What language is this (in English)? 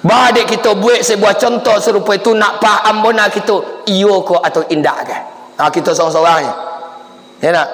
Minangkabau